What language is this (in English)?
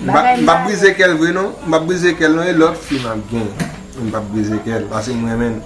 Haitian Creole